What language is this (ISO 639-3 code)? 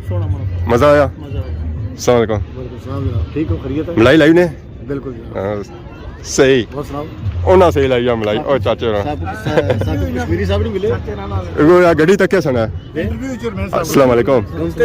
phr